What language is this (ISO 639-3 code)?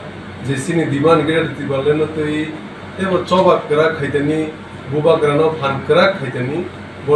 trp